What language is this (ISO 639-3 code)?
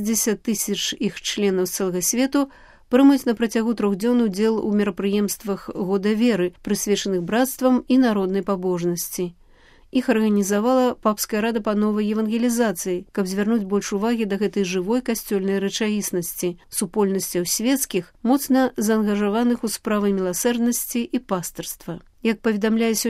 bel